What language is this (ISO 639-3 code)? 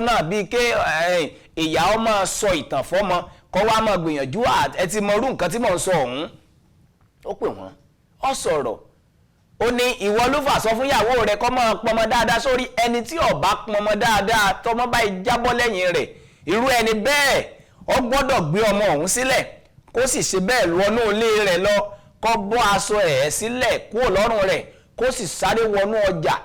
yor